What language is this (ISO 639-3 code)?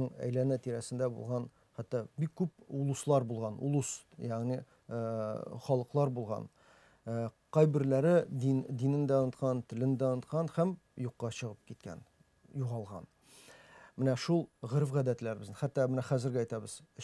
tat